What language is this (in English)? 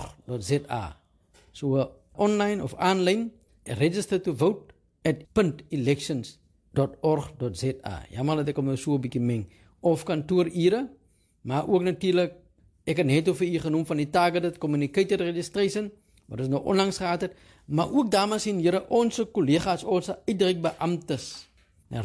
Afrikaans